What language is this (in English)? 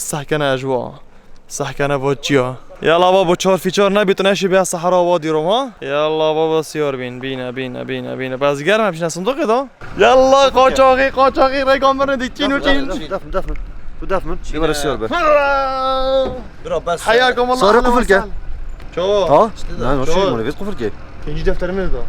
Kurdish